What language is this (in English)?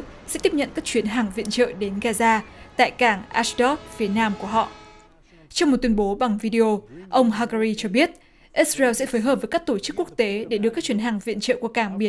Vietnamese